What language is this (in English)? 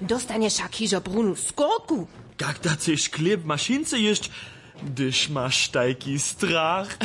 Upper Sorbian